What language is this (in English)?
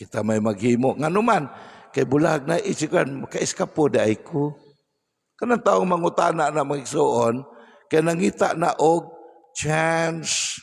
Cebuano